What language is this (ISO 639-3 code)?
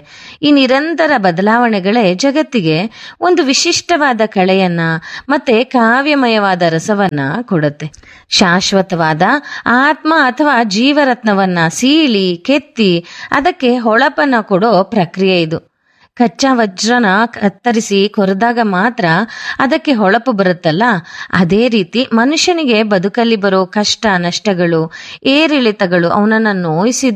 kan